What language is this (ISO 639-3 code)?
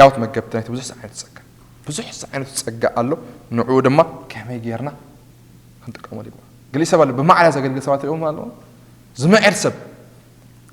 tir